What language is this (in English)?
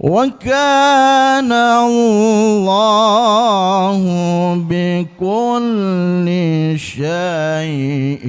Achinese